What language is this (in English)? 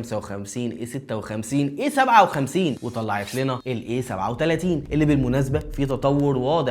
Egyptian Arabic